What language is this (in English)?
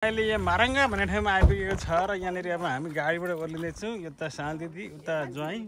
Nepali